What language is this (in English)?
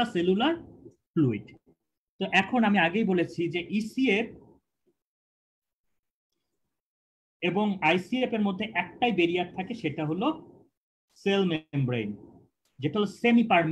Bangla